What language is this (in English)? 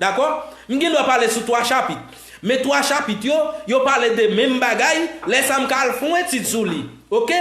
Haitian Creole